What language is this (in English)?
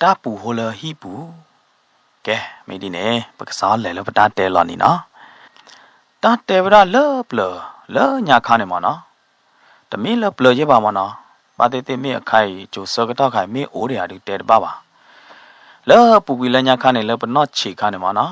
S'gaw Karen